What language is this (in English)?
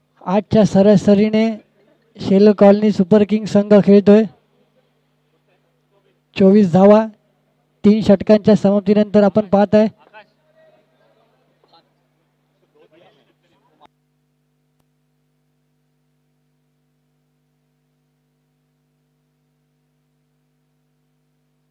Marathi